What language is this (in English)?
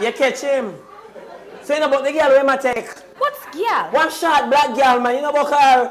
Jamaican Creole English